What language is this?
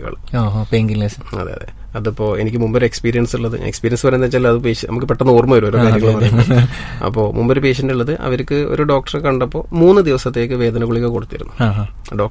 Malayalam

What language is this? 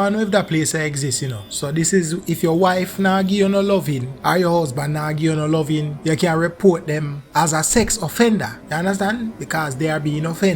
Jamaican Creole English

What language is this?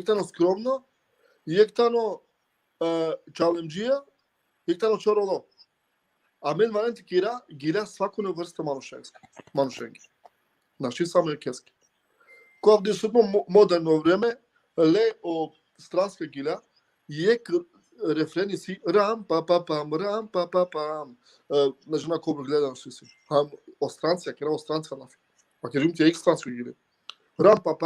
Balkan Romani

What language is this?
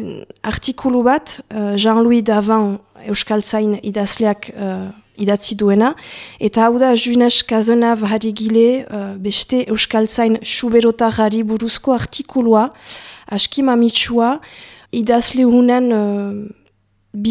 Basque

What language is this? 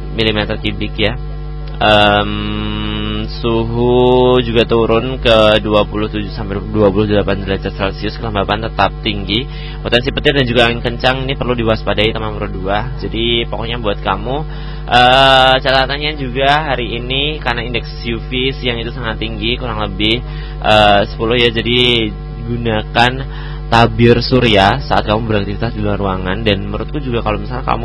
Indonesian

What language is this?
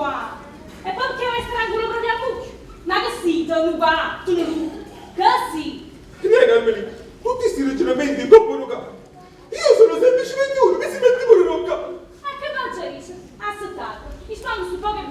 Neapolitan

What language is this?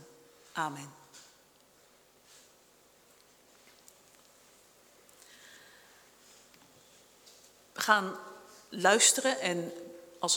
Dutch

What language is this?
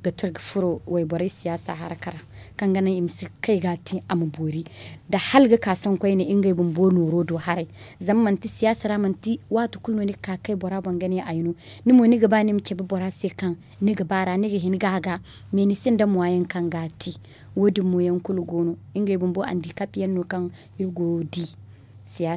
Zarma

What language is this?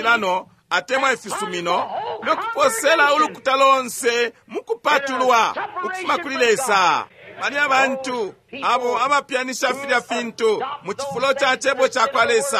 Bemba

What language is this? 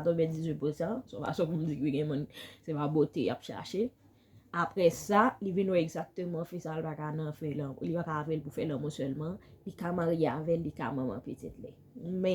Haitian Creole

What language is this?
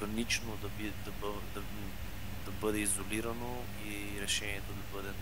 Bulgarian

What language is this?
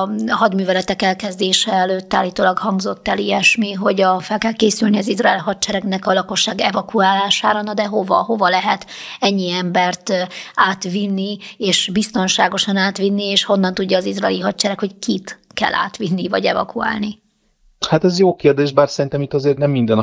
Hungarian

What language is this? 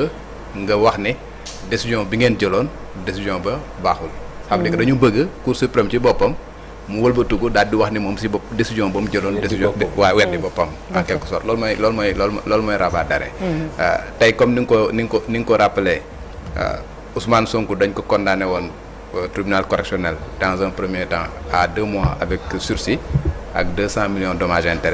Wolof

